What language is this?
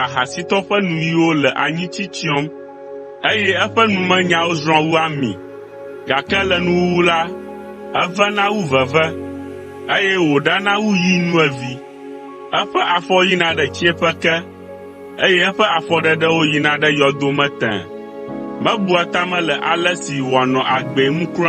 Ewe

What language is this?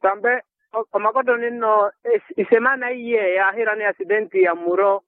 Makhuwa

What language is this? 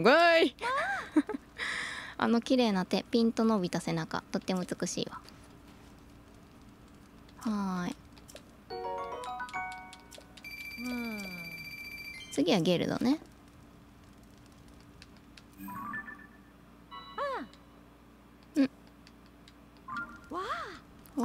Japanese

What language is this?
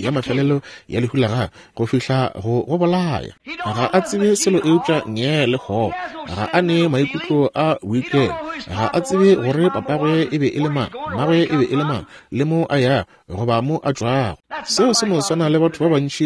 Northern Sotho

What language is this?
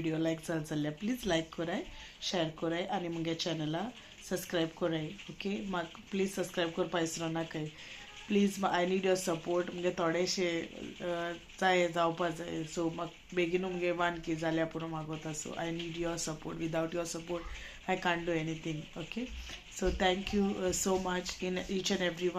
Konkani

